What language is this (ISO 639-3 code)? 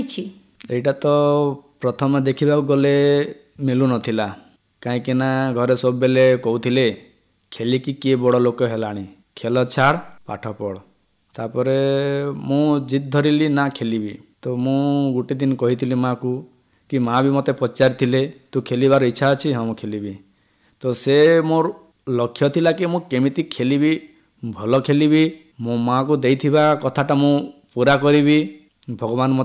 ori